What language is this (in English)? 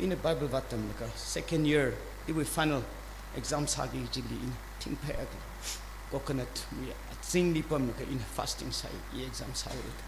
Tangkhul Naga (India)